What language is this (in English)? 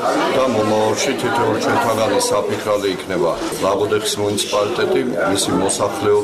Georgian